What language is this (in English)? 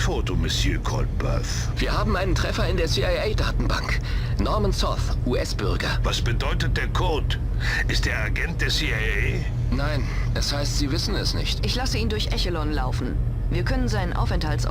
Bavarian